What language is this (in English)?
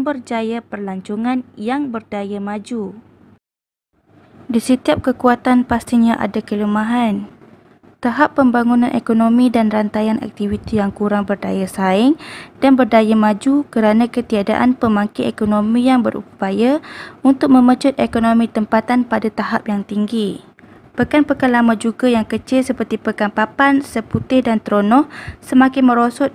Malay